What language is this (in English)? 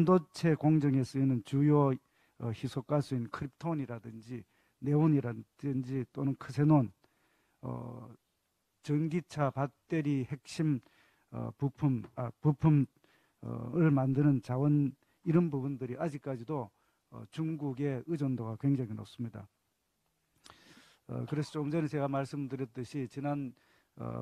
Korean